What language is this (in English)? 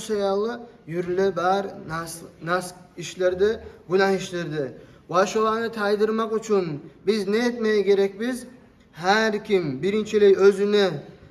Kumyk